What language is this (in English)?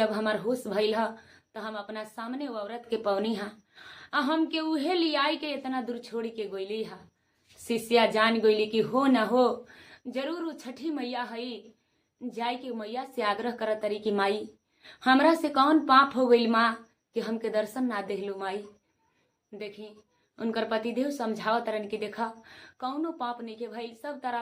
Bhojpuri